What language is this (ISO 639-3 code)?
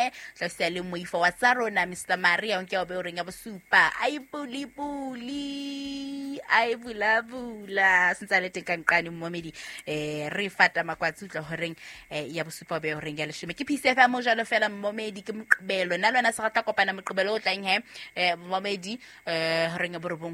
sot